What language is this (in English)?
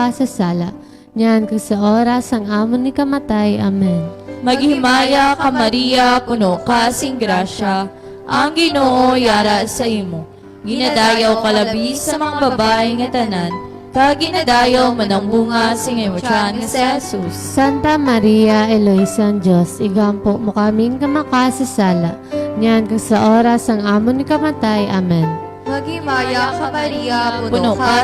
Hiligaynon